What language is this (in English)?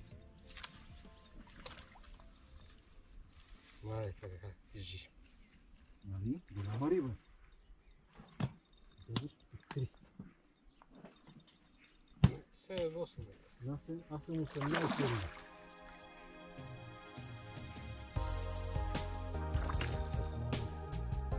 Bulgarian